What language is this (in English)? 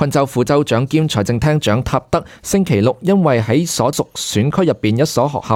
Cantonese